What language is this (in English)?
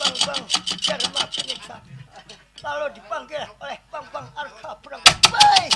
Banjar